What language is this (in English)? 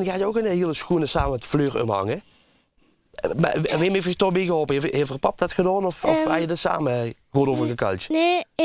Limburgish